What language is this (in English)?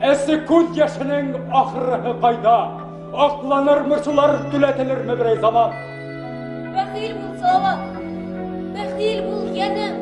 Bashkir